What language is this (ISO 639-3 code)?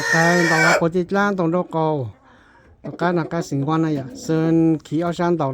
hmn